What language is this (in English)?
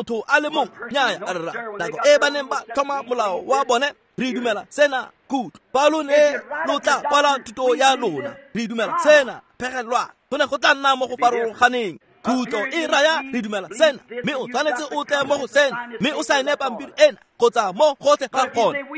Tswana